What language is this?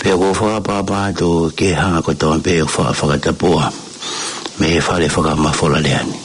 Tongan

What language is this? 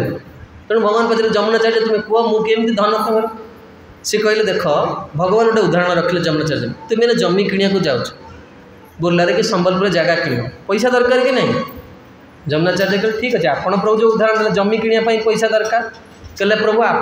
Odia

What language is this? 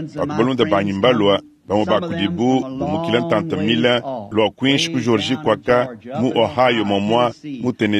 Luba-Lulua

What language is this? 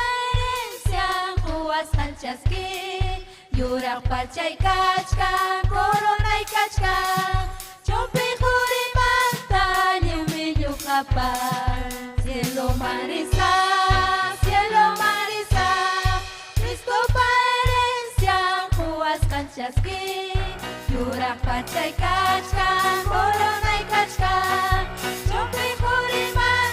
Ayacucho Quechua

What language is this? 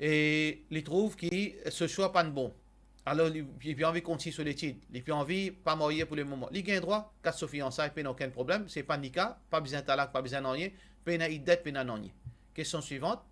Morisyen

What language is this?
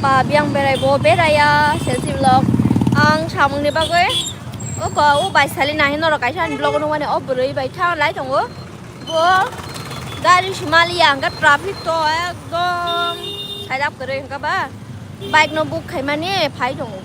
Kok Borok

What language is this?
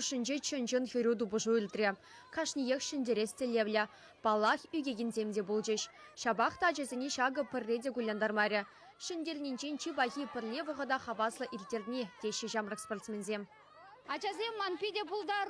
Chuvash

